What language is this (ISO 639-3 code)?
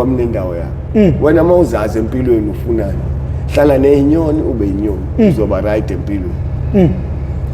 zul